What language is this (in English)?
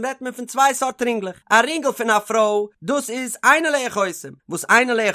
Yiddish